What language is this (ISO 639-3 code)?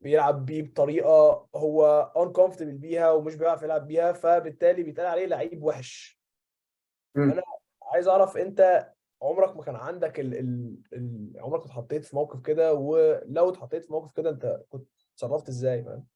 arz